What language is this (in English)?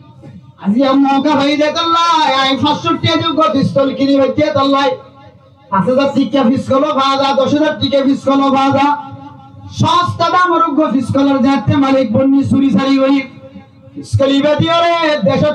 Rohingya